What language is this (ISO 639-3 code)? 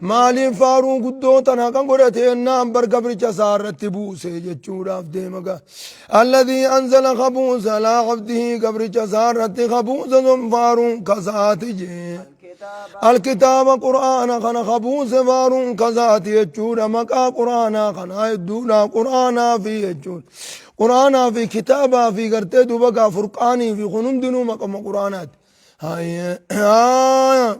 orm